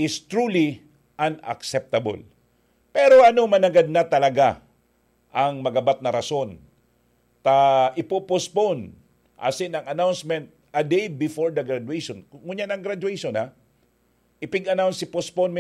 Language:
Bikol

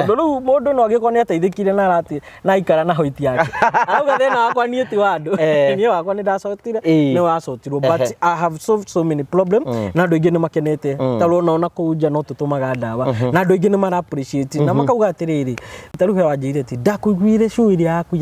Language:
Kikuyu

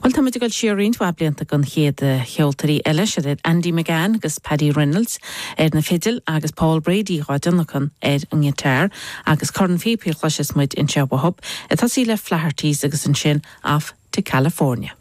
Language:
Irish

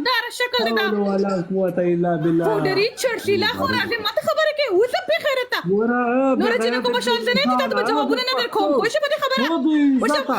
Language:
Pashto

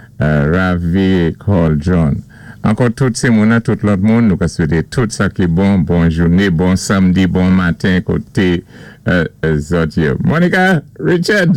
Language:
Saint Lucian Creole French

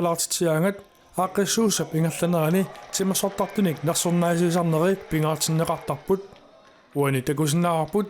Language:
Kalaallisut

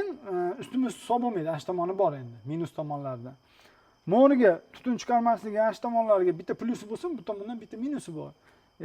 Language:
Uzbek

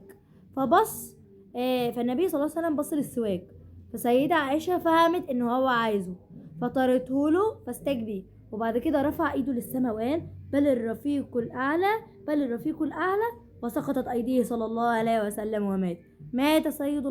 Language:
Egyptian Arabic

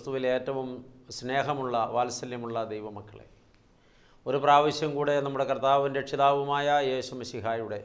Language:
Malayalam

